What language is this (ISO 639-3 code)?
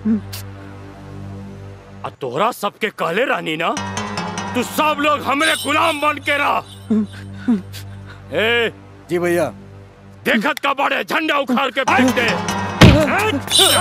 bho